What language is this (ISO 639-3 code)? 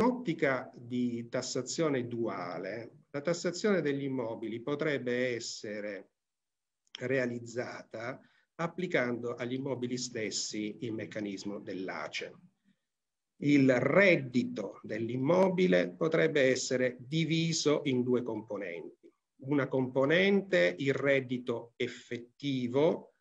ita